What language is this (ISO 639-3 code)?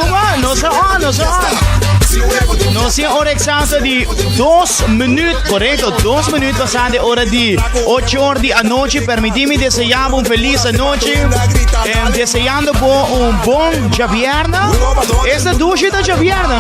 pap